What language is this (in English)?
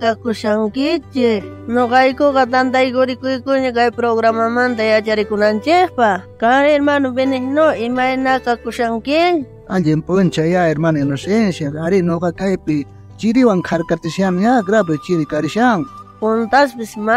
South Bolivian Quechua